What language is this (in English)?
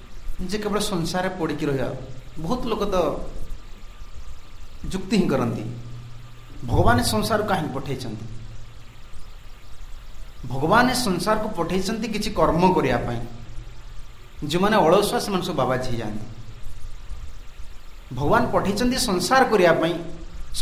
Odia